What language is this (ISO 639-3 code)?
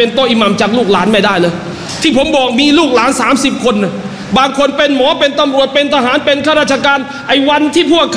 tha